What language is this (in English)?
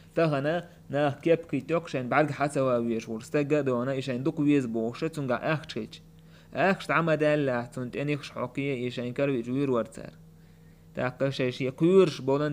Chechen